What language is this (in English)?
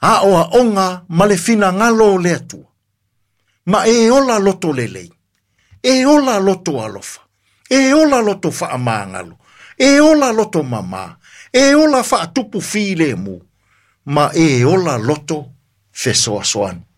Samoan